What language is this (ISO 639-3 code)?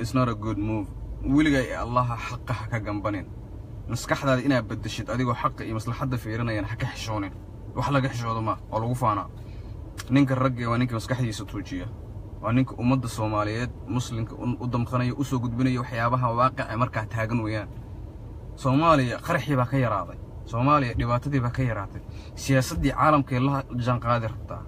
som